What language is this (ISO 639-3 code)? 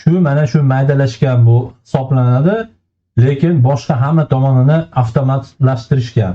uzb